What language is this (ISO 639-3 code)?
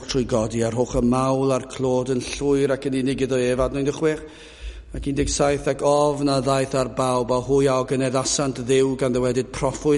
cym